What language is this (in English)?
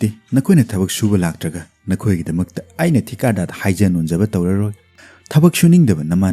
Manipuri